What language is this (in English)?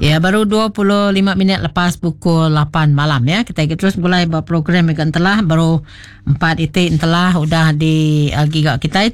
Iban